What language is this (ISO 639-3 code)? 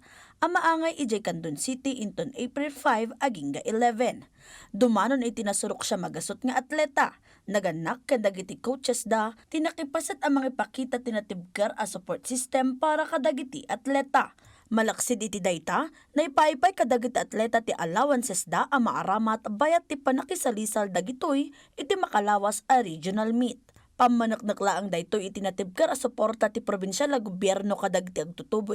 ilo